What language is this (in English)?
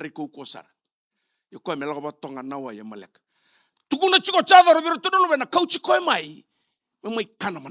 Fijian